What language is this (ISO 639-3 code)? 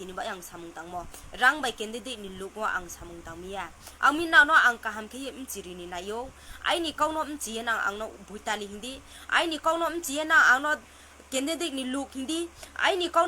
ria